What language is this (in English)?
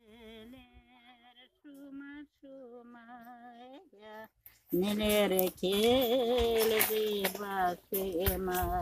Crimean Tatar